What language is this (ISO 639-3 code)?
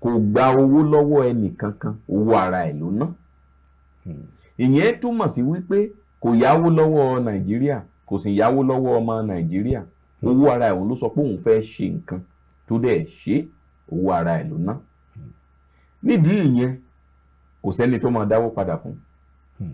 yor